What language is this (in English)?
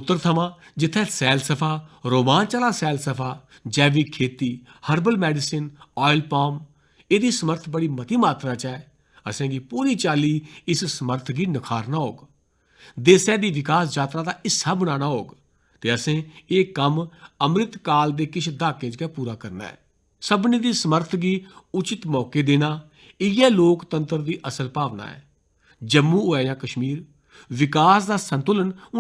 Dogri